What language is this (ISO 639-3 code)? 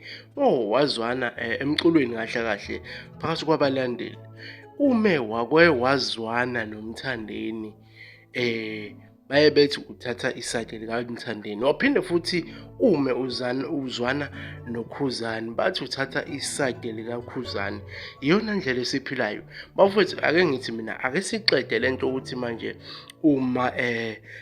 zul